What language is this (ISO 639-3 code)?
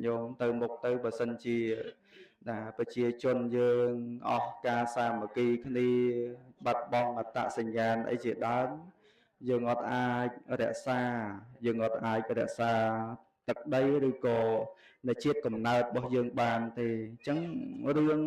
khm